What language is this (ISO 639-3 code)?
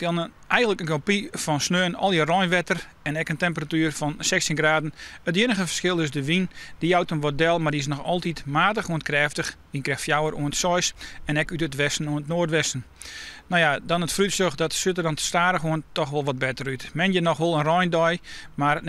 fry